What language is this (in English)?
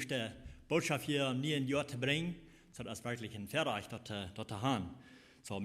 Plautdietsch